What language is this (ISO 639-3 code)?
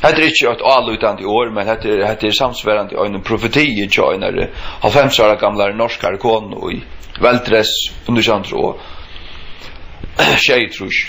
fao